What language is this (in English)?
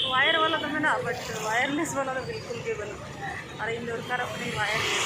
Santali